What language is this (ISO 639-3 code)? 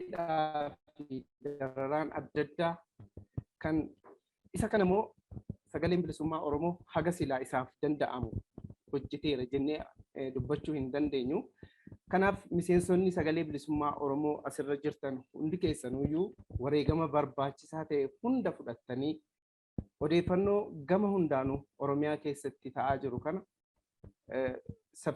orm